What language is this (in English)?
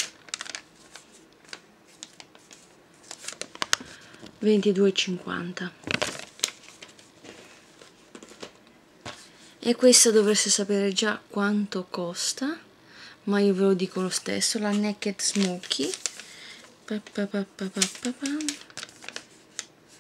Italian